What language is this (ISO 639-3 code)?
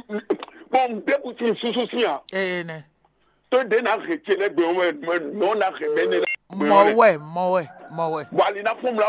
fon